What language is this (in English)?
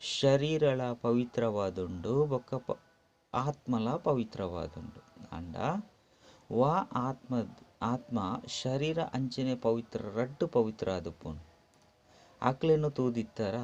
Tulu